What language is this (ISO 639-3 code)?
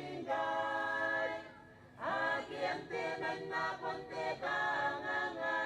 gil